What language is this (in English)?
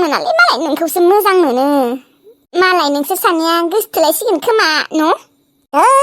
Bodo